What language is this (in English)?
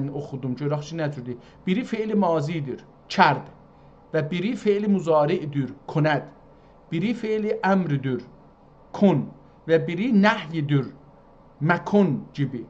South Azerbaijani